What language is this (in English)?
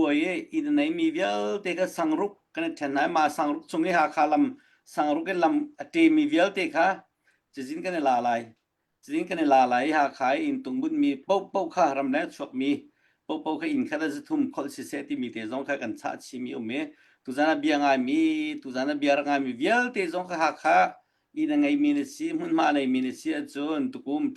Hakha Chin